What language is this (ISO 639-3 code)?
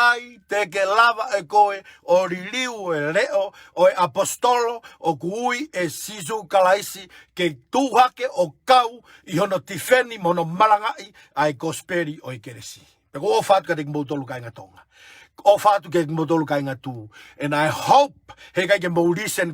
ton